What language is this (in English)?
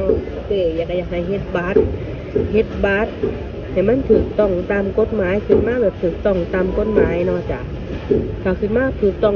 Lao